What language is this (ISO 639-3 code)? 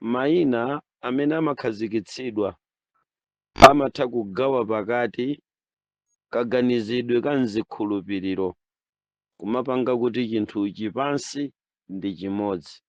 nya